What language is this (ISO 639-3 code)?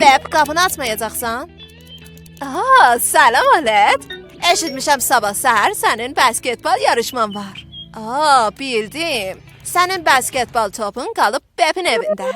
azb